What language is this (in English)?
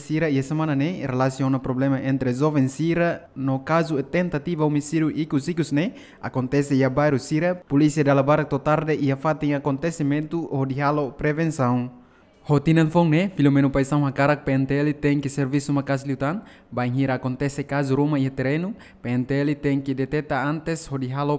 Tetum